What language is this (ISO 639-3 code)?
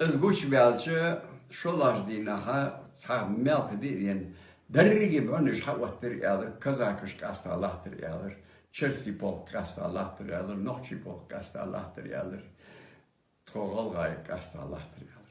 inh